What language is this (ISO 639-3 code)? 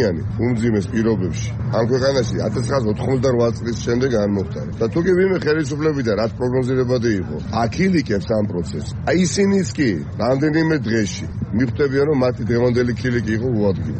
kat